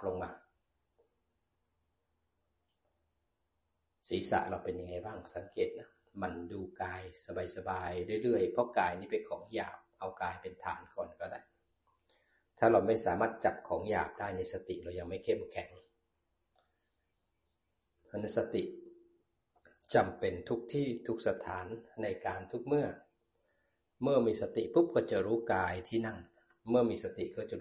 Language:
Thai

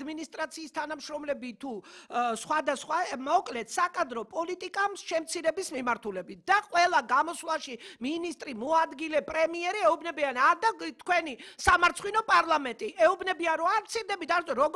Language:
Georgian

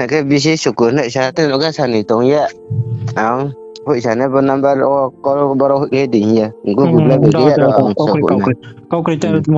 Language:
Riang (India)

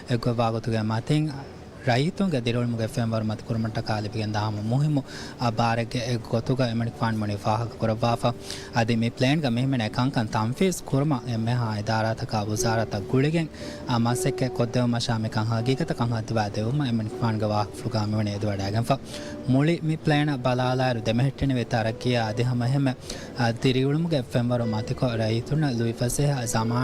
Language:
Divehi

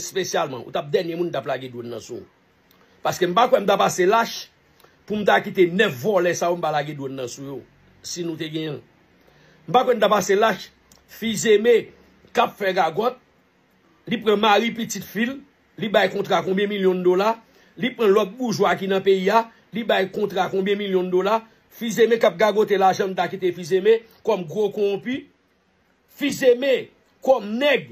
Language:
Haitian Creole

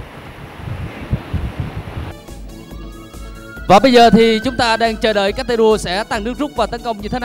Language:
Vietnamese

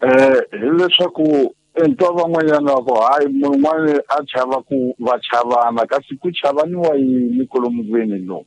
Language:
Tsonga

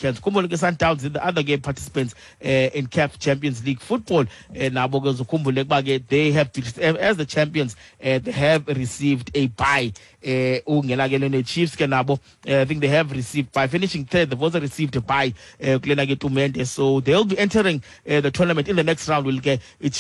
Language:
Xhosa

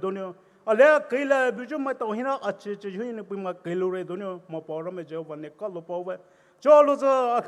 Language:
Poumei Naga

